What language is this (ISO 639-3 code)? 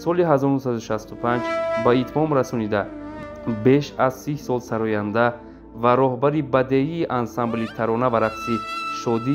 tgk